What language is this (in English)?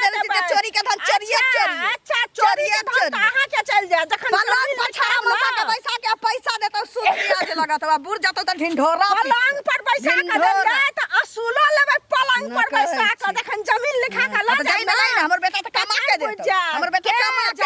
Maithili